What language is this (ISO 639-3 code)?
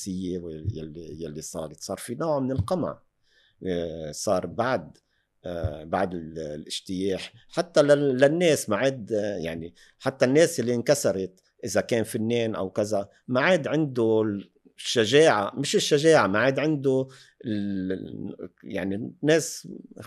apc